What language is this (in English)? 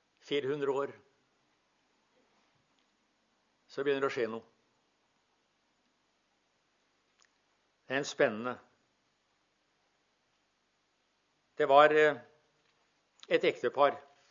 Norwegian